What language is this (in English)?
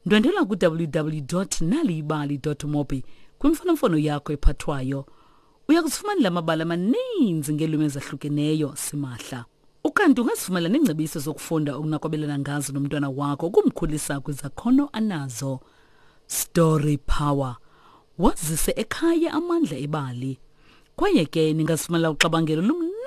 Xhosa